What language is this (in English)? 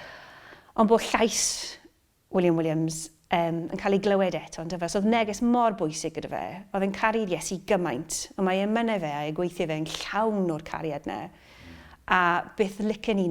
Welsh